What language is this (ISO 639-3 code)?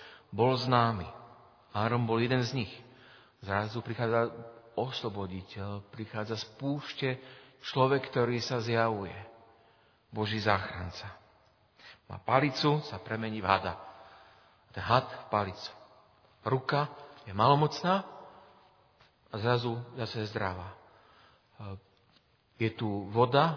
slk